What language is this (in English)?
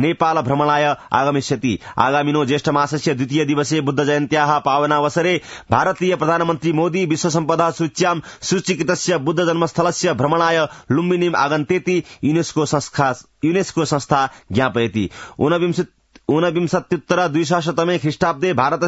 Sanskrit